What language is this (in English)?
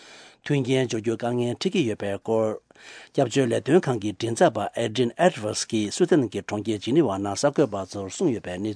Tibetan